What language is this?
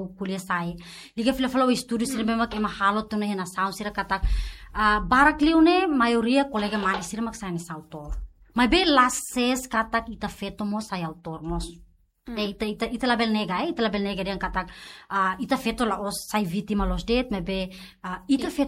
Tetum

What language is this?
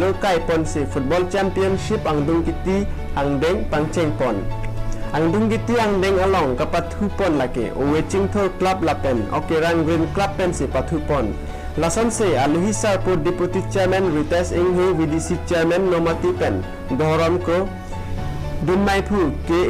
Karbi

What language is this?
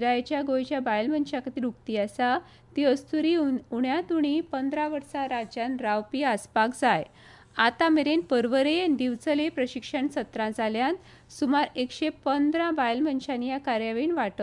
Konkani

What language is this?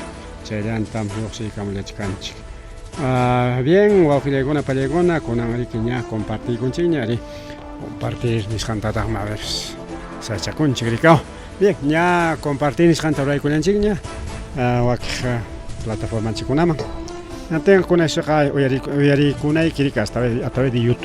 Ayacucho Quechua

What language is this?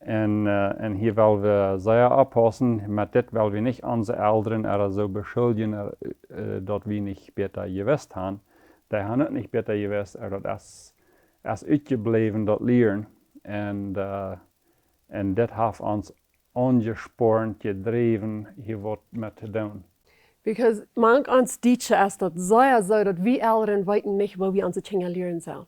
Plautdietsch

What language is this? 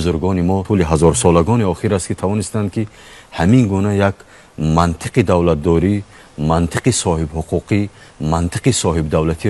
Tajik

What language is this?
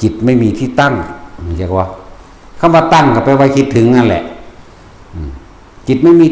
Northeastern Thai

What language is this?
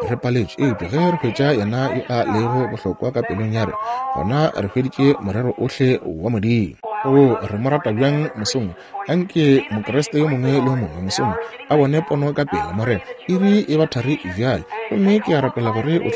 Northern Sotho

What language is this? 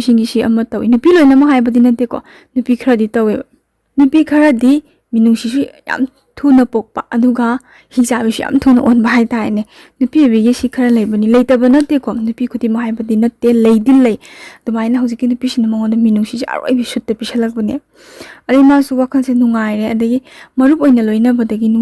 Manipuri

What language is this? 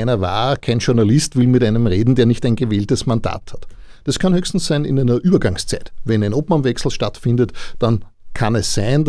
German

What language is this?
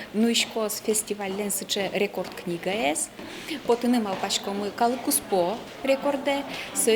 Udmurt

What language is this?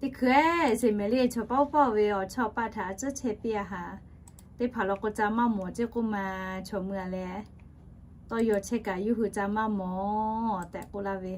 Lahu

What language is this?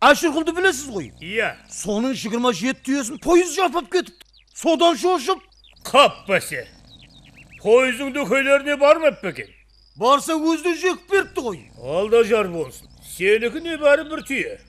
Kara-Kalpak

